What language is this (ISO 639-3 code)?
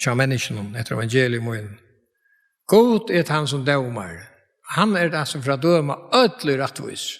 fao